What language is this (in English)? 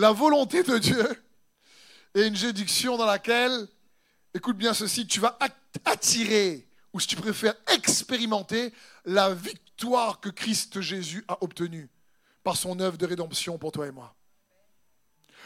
French